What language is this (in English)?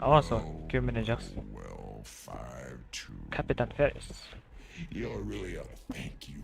Kara-Kalpak